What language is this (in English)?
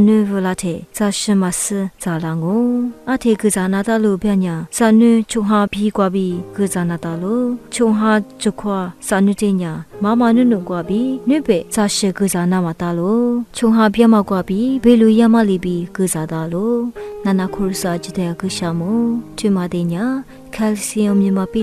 Lisu